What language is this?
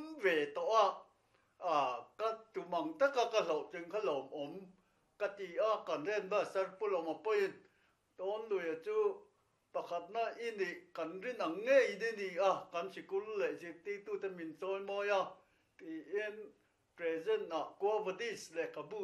Mizo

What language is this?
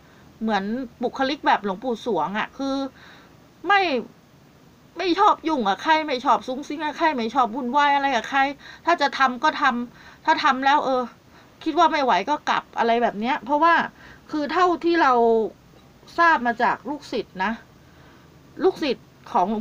Thai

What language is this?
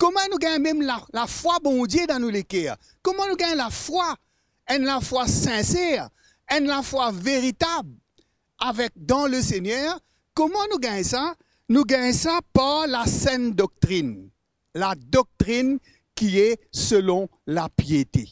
Morisyen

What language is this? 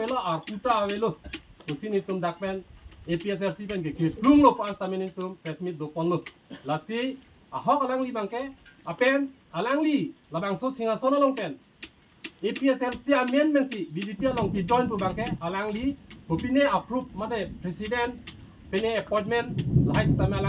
Karbi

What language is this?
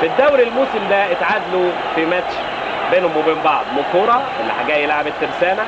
Egyptian Arabic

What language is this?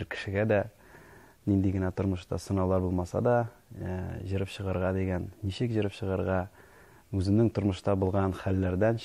Tatar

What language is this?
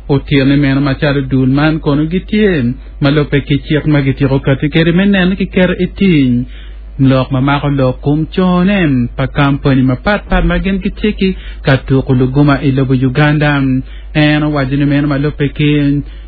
Acoli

